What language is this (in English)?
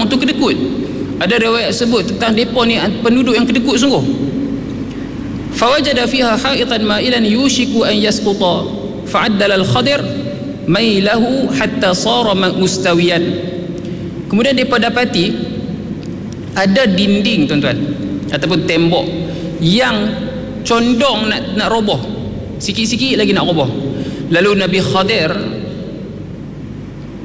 Malay